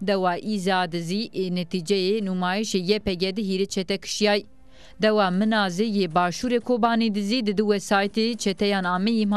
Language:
Zaza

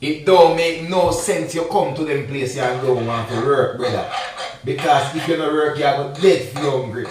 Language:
Jamaican Creole English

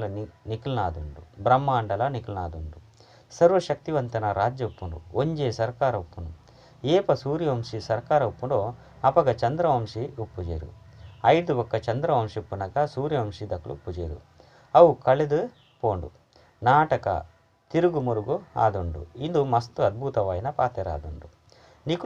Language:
Tulu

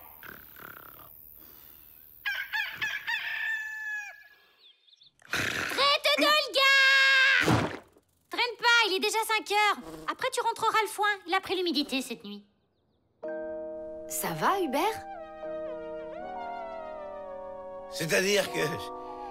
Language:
French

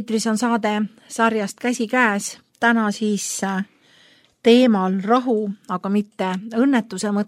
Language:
Estonian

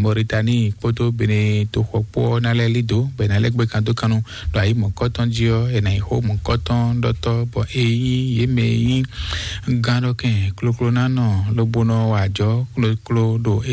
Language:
Fon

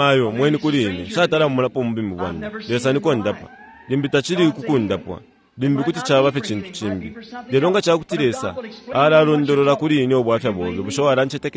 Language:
Bemba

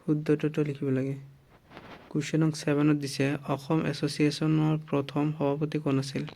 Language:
Assamese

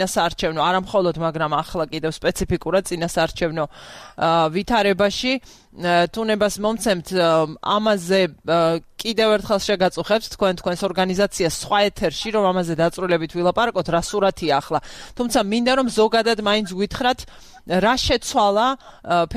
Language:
Georgian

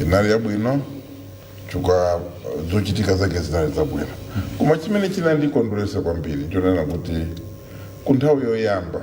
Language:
Nyanja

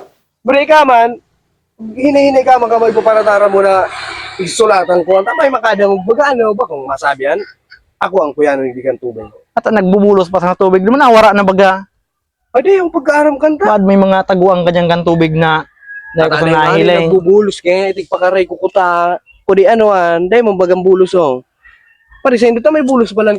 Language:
Bikol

